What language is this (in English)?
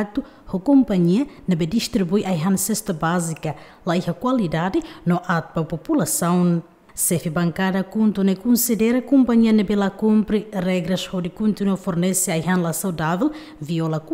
Tetum